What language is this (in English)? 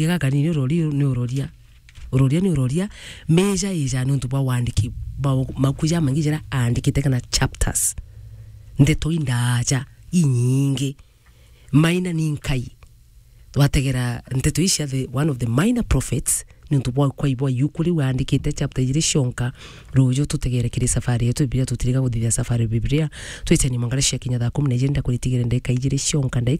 Meru